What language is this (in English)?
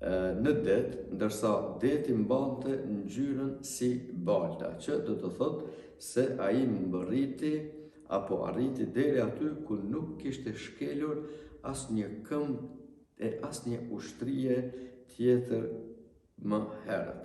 Albanian